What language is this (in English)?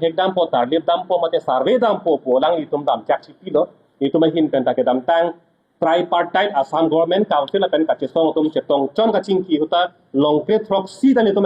Karbi